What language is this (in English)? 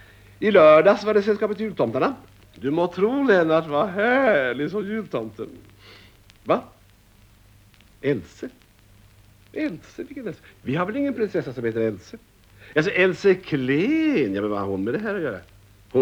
Swedish